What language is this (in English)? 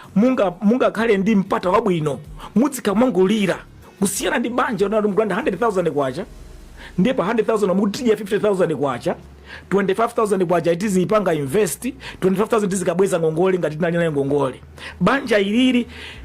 Nyanja